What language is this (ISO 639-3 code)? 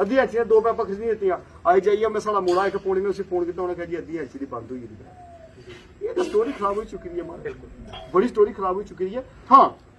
doi